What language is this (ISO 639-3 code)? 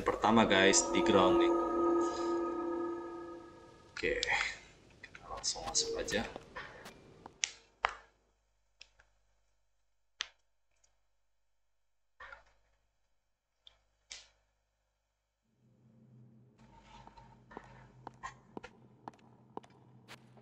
ind